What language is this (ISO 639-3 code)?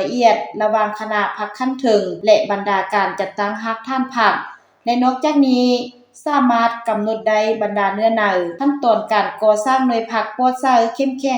lao